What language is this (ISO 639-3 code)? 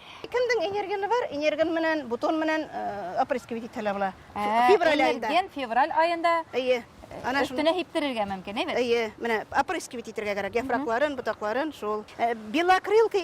bak